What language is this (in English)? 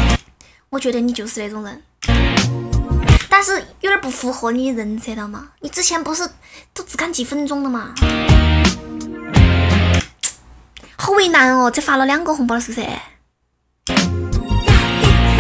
Chinese